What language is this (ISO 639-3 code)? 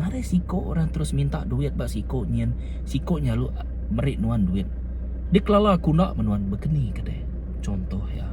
iba